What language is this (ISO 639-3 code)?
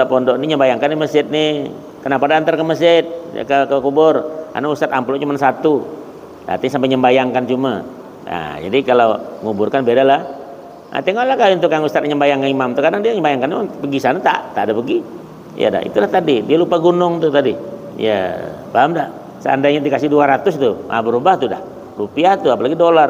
bjn